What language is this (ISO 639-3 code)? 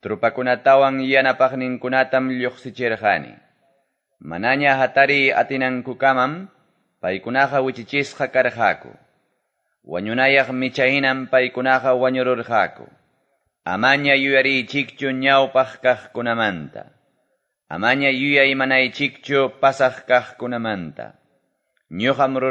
que